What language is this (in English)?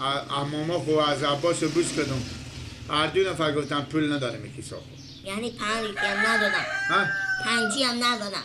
Persian